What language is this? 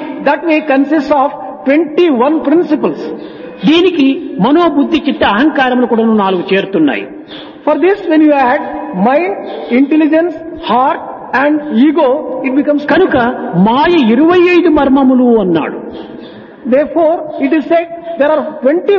Telugu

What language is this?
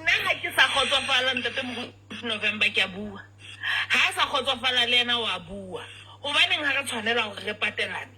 Southern Sotho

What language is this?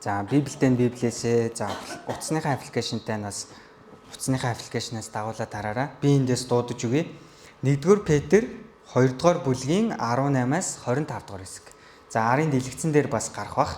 Mongolian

